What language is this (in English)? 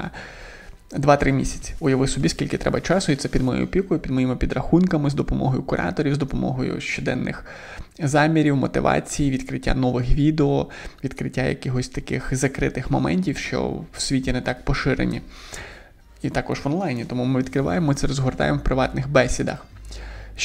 Ukrainian